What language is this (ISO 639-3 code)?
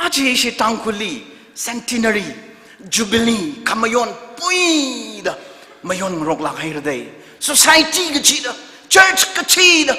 nmf